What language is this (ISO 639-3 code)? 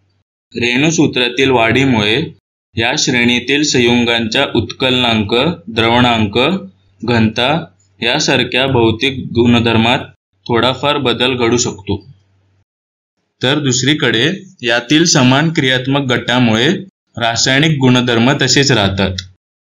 mar